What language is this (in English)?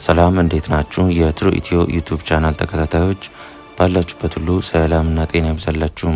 Amharic